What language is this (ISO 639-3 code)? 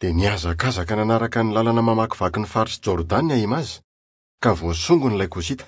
mlg